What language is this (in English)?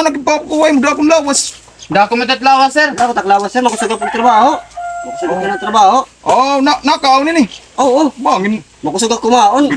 Waray